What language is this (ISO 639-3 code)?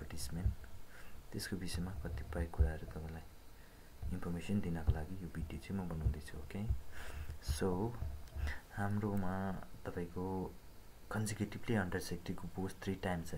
nep